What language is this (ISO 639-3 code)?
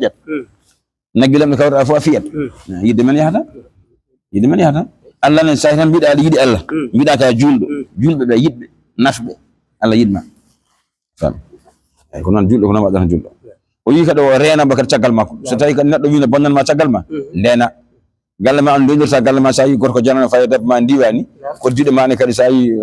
ful